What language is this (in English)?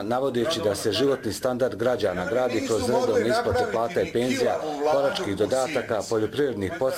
Bosnian